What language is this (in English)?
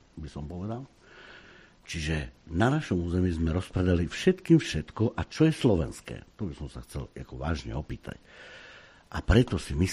Slovak